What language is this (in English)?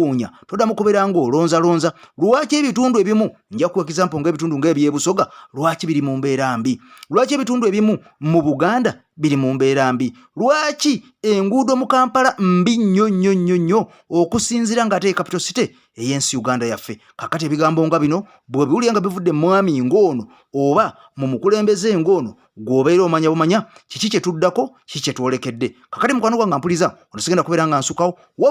Ganda